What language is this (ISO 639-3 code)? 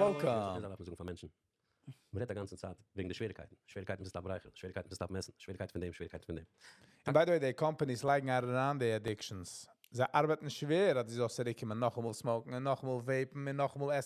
yid